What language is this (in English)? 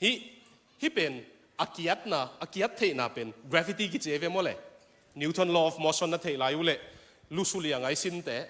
Tedim Chin